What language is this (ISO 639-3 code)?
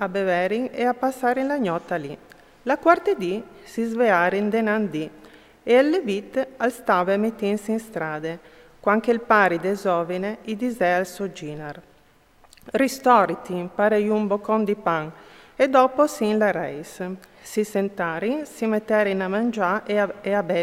fur